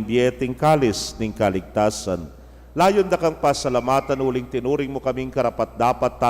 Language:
Pampanga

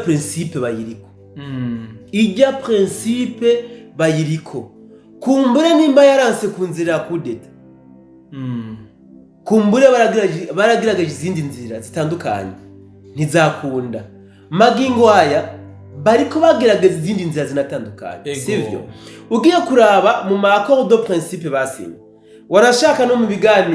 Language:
Rundi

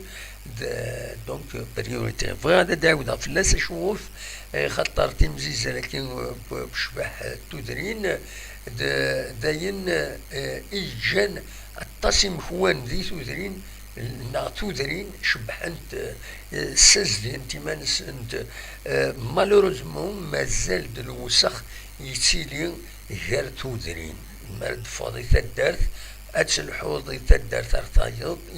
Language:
Kabyle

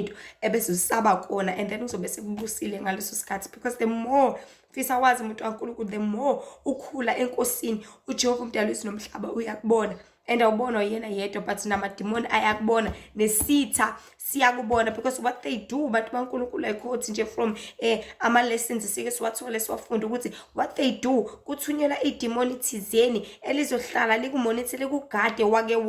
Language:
Zulu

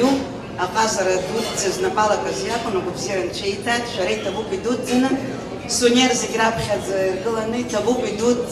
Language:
Abkhazian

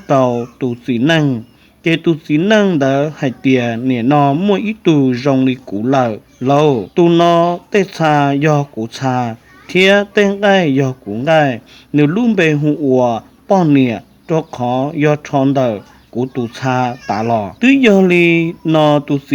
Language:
Hmong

